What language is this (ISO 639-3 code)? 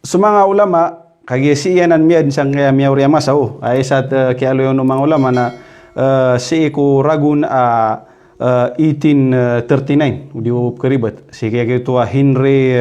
mrw